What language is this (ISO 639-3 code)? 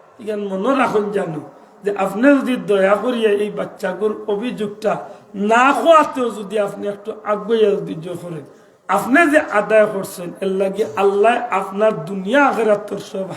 syl